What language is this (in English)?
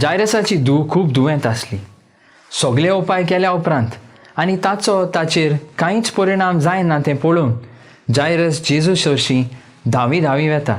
Konkani